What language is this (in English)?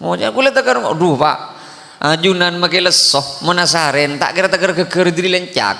Madurese